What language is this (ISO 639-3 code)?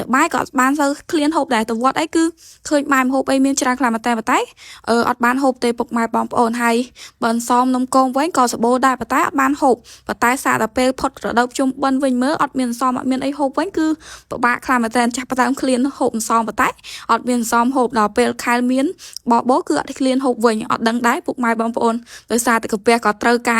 khm